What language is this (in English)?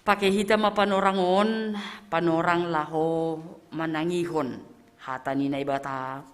Batak Simalungun